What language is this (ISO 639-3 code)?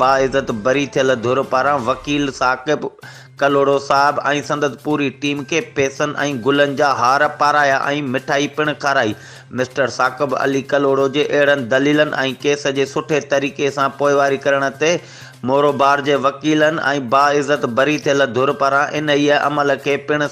snd